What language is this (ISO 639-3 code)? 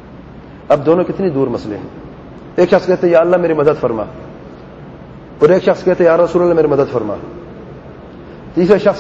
urd